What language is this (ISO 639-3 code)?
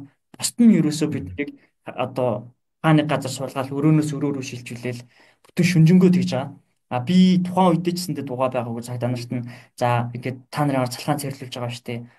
mon